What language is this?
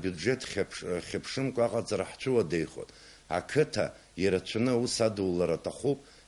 Abkhazian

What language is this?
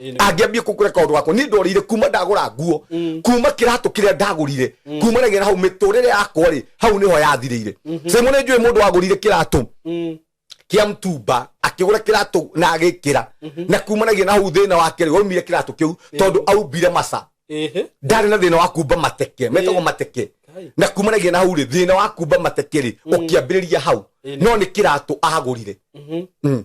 Kikuyu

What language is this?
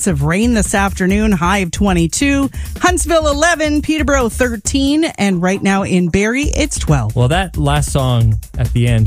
English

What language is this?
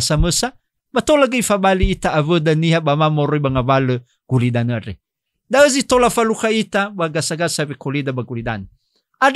Nias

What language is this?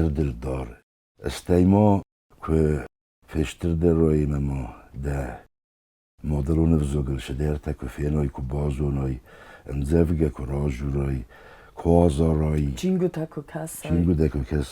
Ossetic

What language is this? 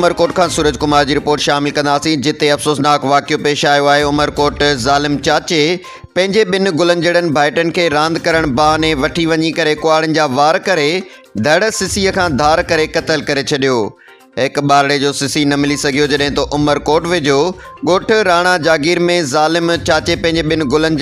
Sindhi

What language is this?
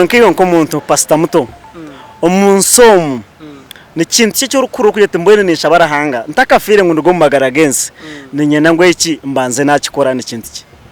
Nyankole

